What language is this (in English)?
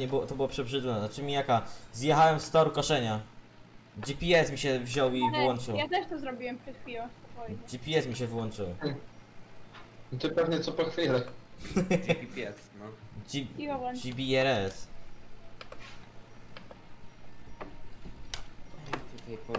Polish